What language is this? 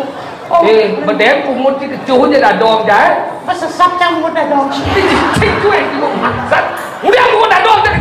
Balinese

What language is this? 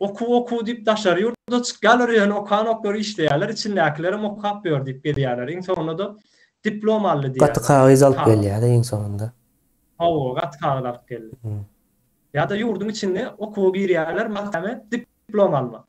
Turkmen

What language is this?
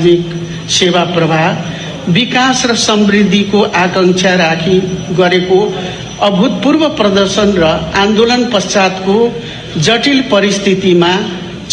Nepali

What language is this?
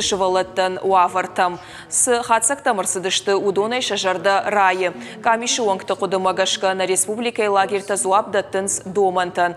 Ossetic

